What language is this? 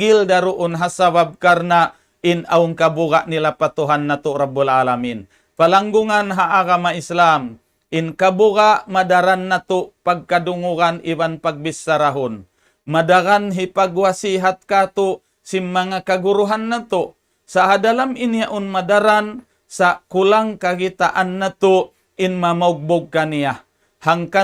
Tausug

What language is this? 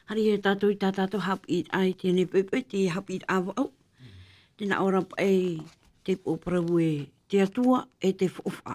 Tahitian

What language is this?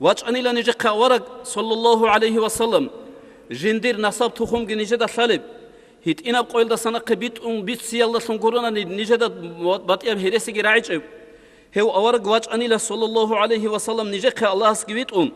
Avaric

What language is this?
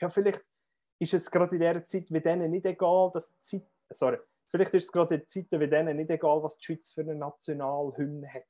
Swiss German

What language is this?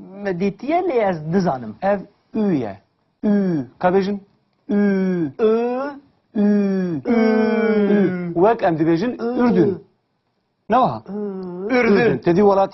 Kurdish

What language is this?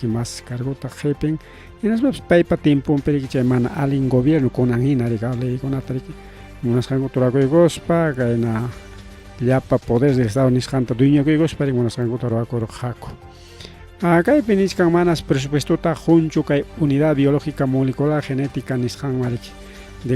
Ayacucho Quechua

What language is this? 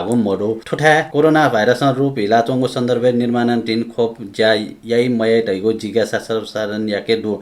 Newari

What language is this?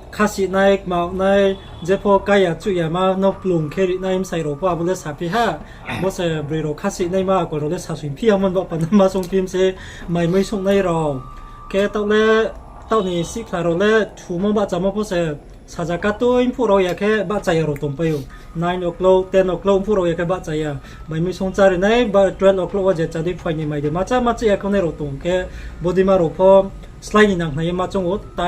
Riang (India)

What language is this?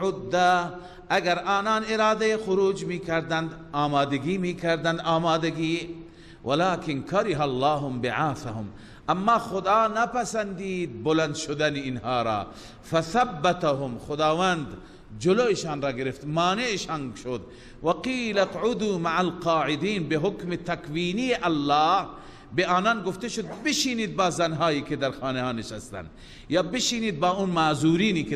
Persian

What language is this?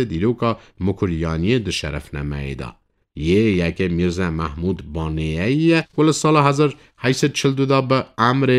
Kurdish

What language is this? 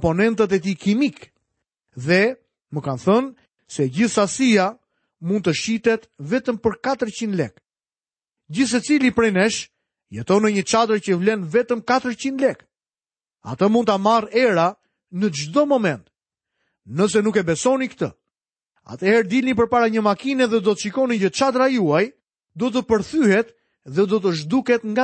Albanian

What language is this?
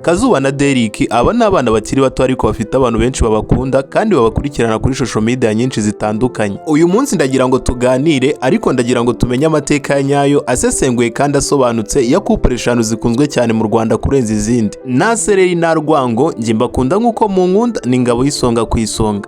Kinyarwanda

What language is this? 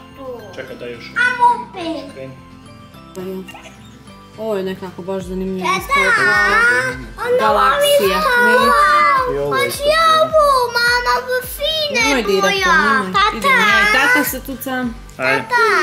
Croatian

